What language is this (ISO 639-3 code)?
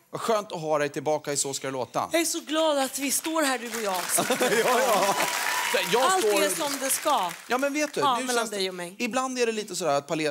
swe